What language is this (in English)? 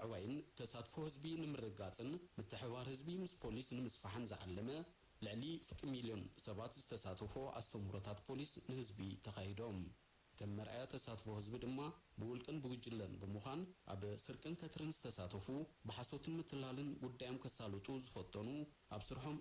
Tigrinya